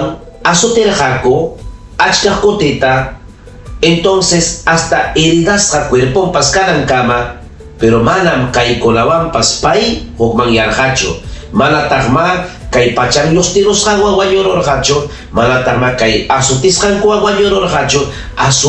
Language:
Ayacucho Quechua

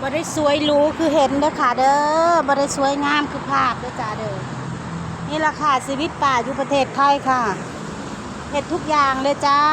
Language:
Lao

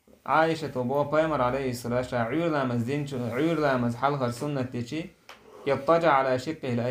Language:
Chechen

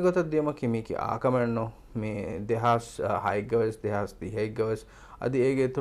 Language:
Divehi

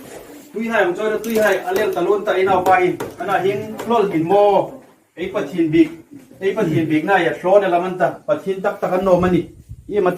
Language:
Hmar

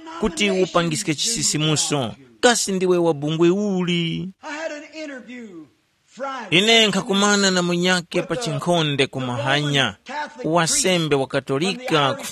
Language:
Tumbuka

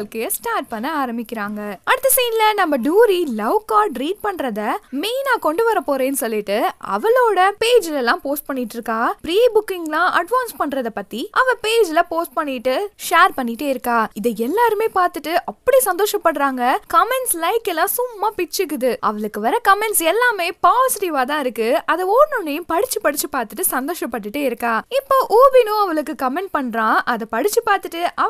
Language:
Tamil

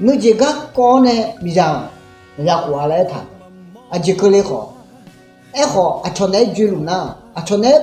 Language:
Akha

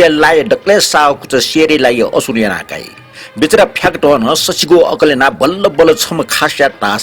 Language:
Newari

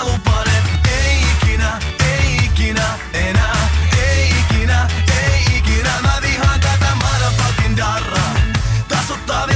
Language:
Finnish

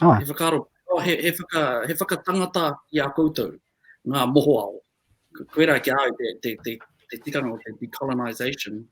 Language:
Māori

